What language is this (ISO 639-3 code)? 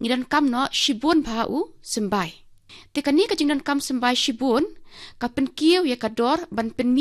kha